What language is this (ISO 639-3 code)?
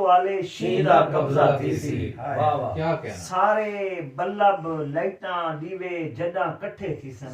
skr